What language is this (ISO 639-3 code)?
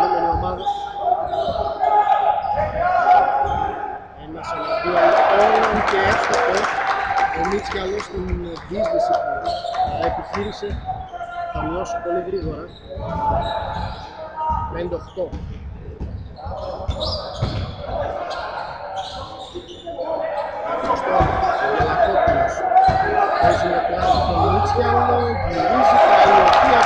ell